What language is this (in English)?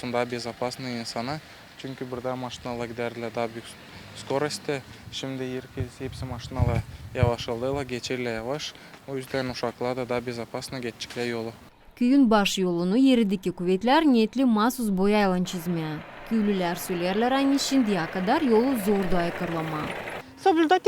Gagauz